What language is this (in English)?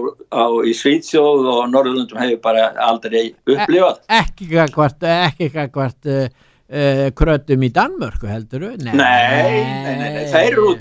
Icelandic